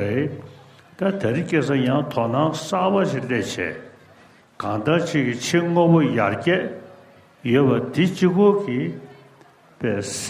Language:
Tibetan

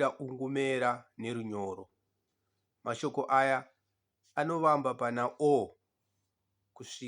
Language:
Shona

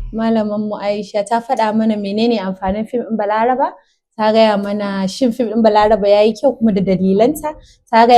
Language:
Hausa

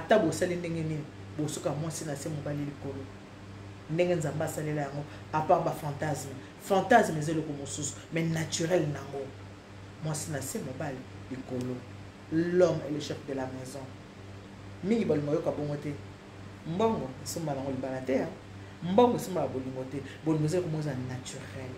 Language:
Lingala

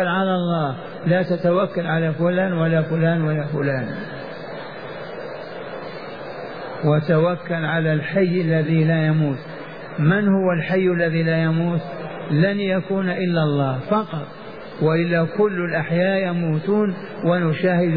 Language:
Arabic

